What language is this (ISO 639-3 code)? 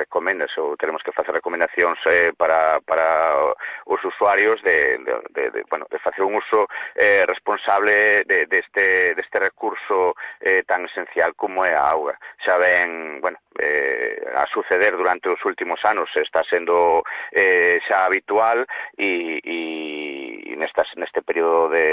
glg